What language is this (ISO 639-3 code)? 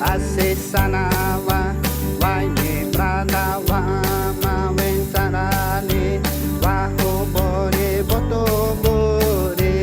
xav